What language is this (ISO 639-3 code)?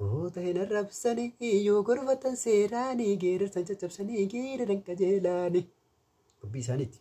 orm